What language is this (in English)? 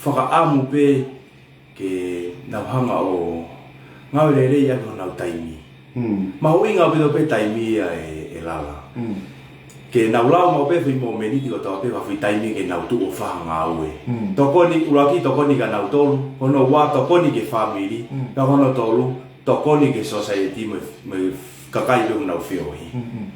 Tongan